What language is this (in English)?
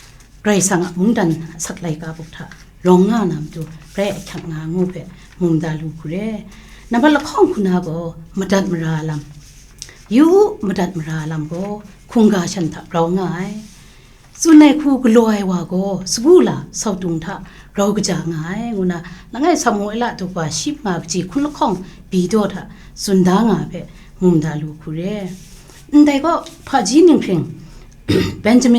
Kachin